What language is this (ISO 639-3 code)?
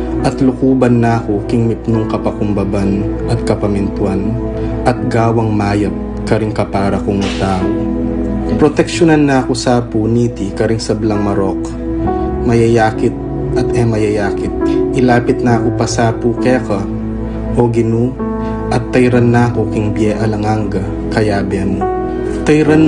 pam